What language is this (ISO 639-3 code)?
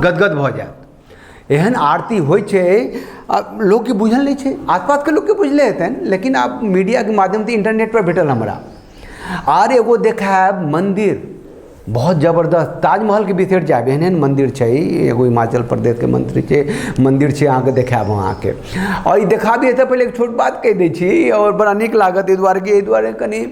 mai